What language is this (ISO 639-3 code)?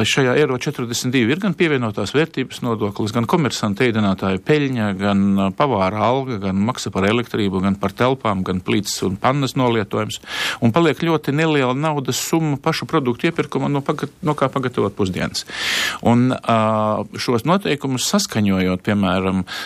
lav